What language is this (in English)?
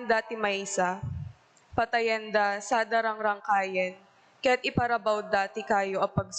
Iloko